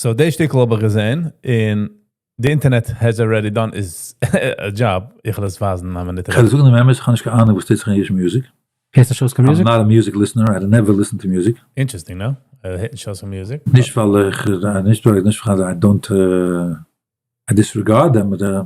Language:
Yiddish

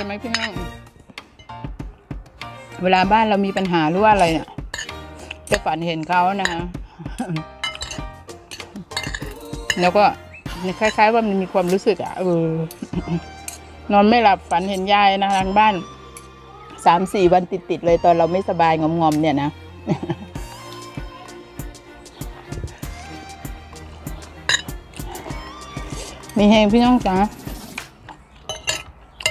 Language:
Thai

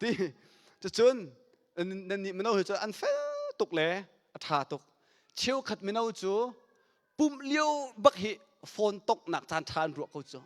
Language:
Hakha Chin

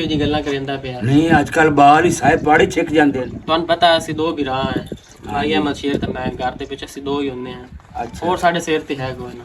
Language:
Western Panjabi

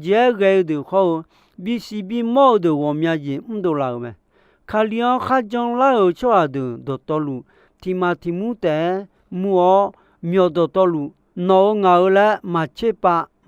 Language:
Akha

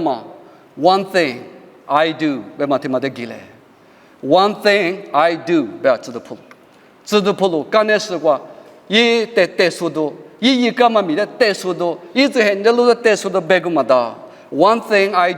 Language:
Lisu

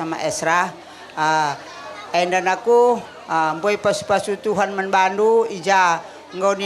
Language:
Batak Karo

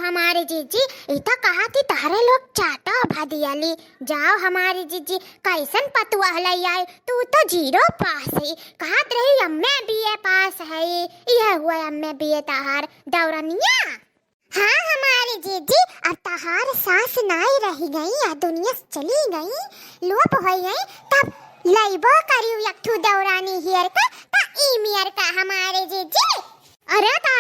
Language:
Awadhi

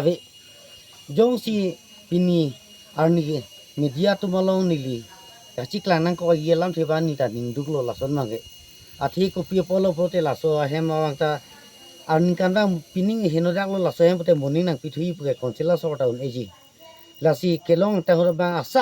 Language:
Karbi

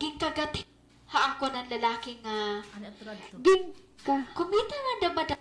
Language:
Waray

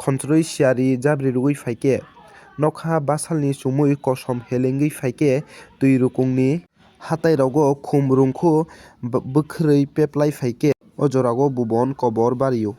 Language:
Kok Borok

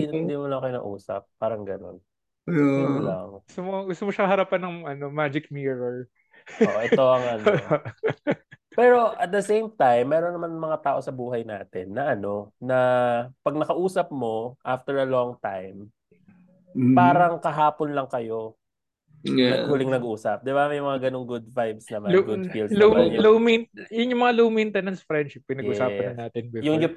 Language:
Filipino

